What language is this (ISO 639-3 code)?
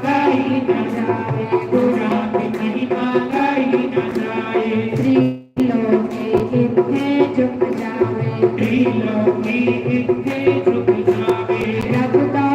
doi